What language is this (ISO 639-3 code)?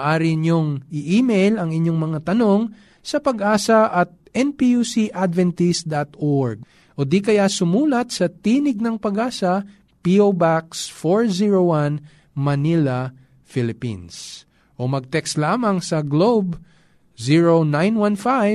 fil